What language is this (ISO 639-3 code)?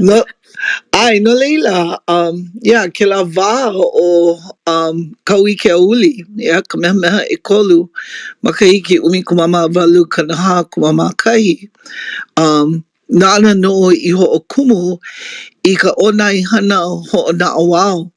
haw